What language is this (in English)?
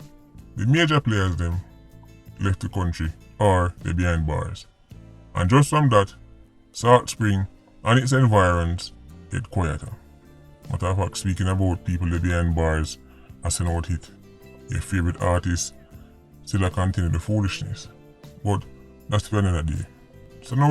Jamaican Creole English